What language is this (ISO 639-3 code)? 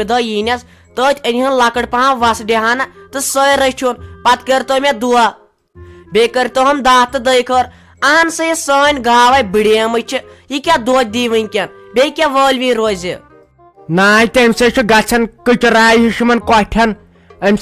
kas